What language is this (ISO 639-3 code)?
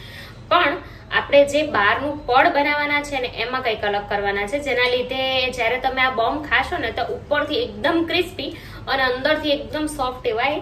guj